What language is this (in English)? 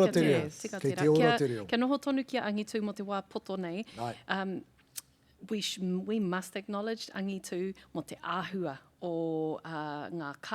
Māori